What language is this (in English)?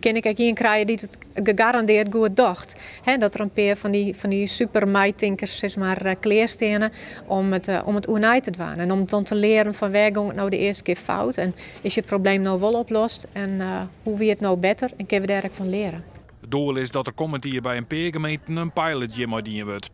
Western Frisian